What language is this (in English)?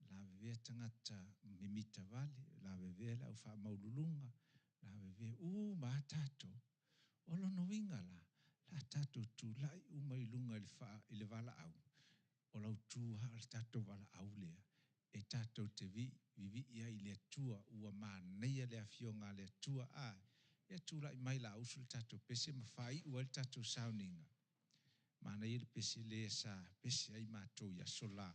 Samoan